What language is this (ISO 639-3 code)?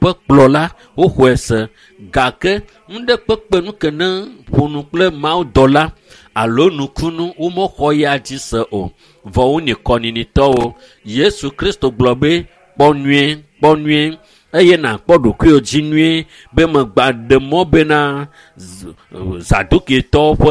ewe